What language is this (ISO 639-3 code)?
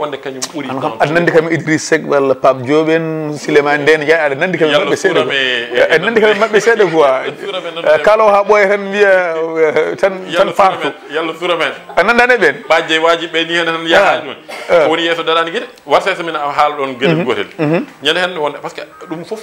ful